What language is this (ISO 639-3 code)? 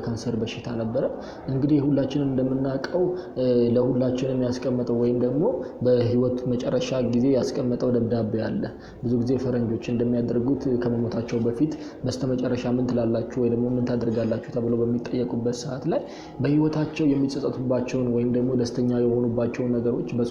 amh